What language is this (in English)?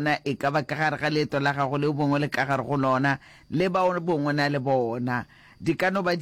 Northern Sotho